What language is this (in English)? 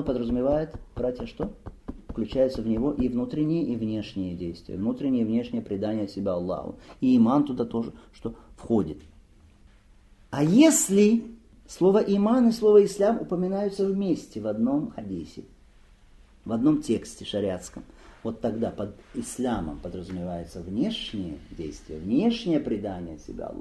Russian